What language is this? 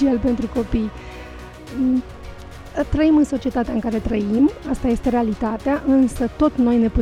Romanian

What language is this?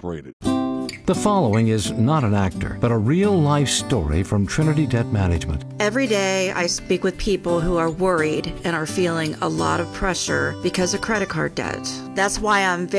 English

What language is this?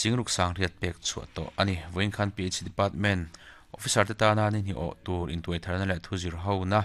Mizo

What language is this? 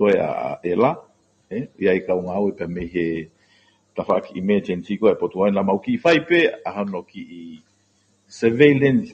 Tongan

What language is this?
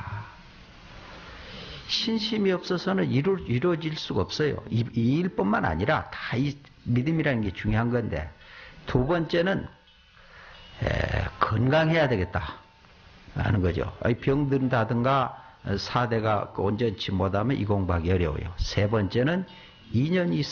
Korean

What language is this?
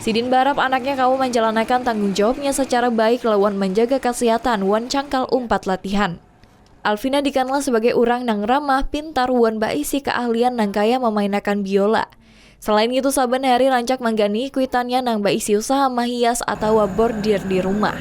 Banjar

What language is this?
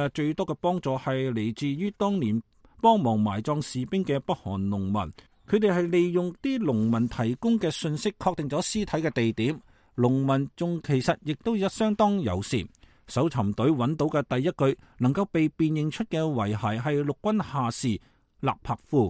Cantonese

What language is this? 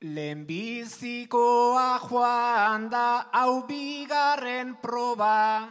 Basque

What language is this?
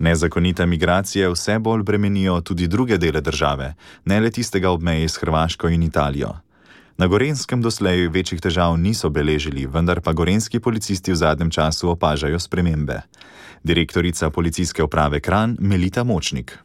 Slovenian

